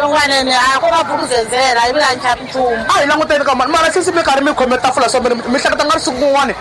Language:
Tsonga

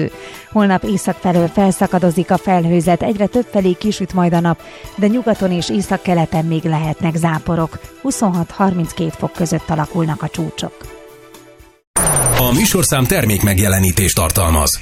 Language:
Hungarian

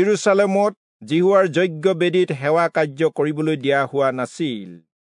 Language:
Assamese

